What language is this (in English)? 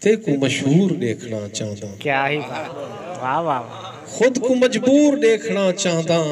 Saraiki